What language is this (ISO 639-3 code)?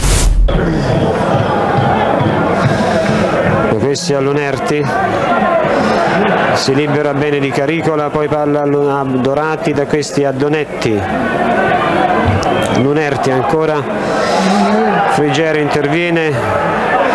ita